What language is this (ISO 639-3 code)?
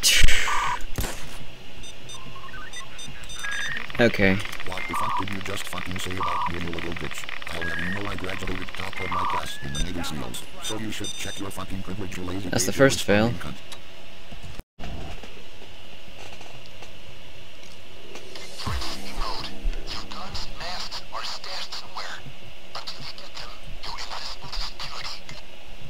eng